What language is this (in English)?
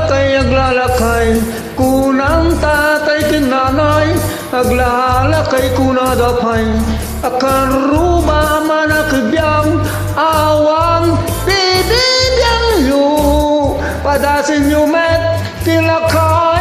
Iloko